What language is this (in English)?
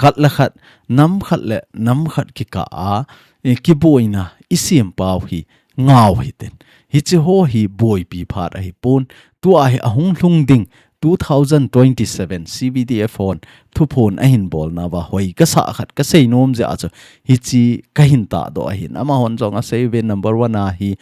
Thado Chin